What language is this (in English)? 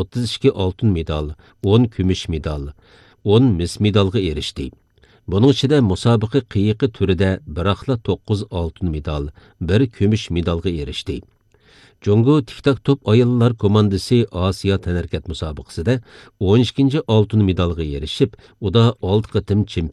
Uyghur